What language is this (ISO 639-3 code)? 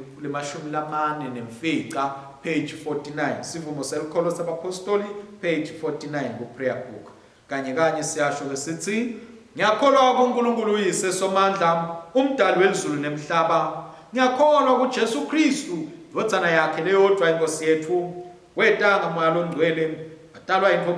ssw